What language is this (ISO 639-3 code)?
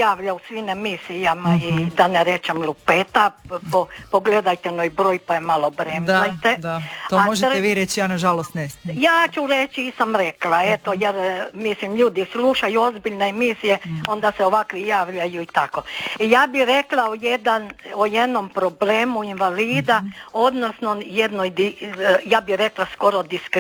hrv